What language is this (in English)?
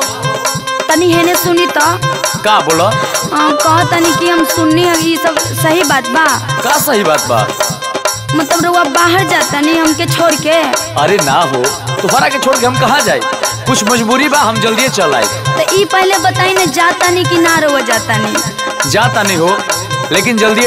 Bhojpuri